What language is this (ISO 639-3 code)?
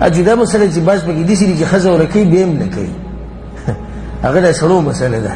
pus